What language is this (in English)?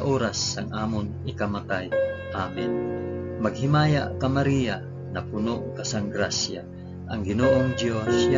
Hiligaynon